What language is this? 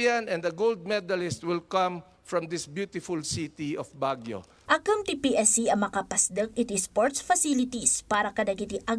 Iloko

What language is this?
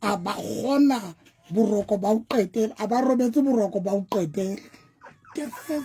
Southern Sotho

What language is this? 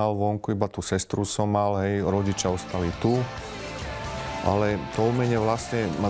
Slovak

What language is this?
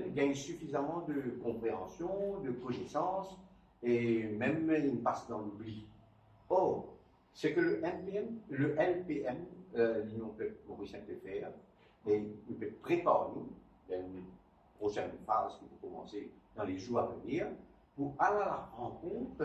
Morisyen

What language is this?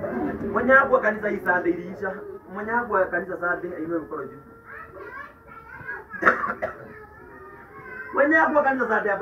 Swahili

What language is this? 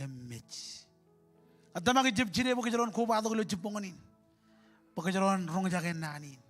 Marshallese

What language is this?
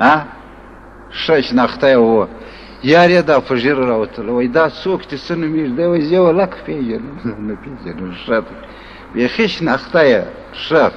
Pashto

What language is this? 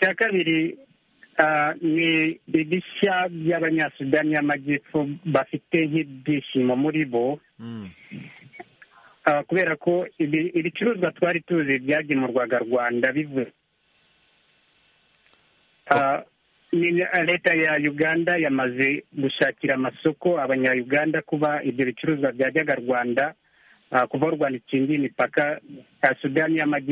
Kinyarwanda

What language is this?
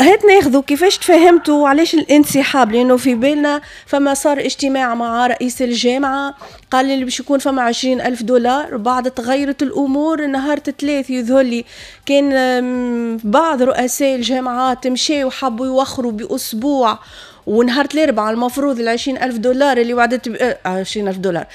Tunisian Arabic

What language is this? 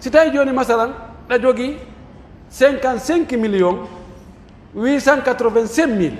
Pular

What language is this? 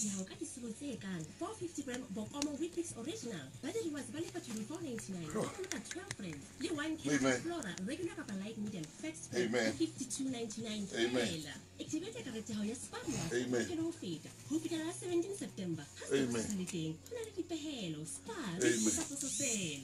Southern Sotho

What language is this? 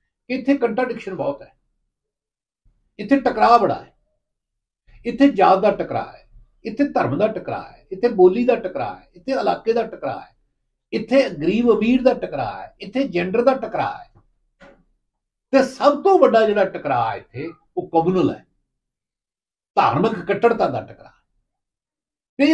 Punjabi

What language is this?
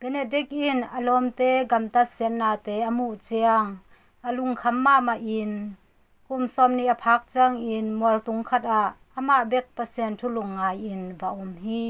Tedim Chin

